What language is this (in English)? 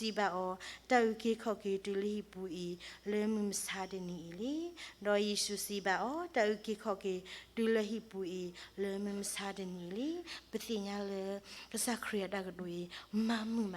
S'gaw Karen